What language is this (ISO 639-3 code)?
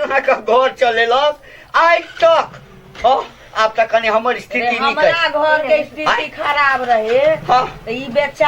mai